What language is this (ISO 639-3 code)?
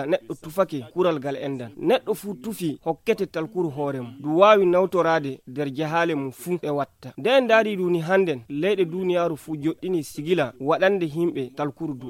ful